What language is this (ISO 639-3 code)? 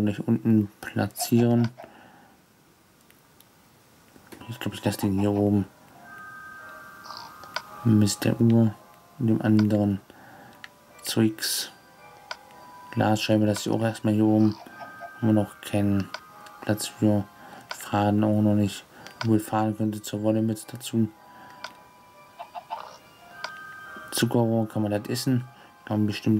deu